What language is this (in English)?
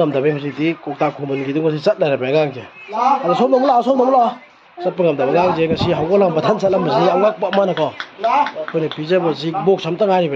Manipuri